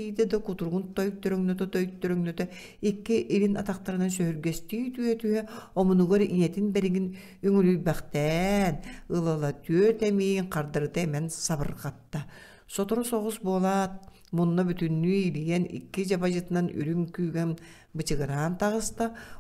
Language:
Yakut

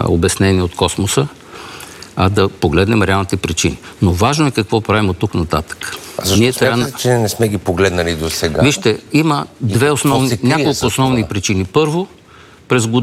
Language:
Bulgarian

